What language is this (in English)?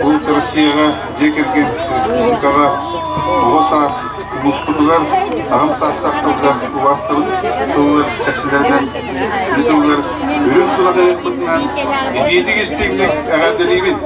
Yakut